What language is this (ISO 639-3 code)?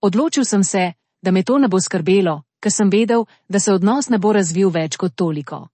slv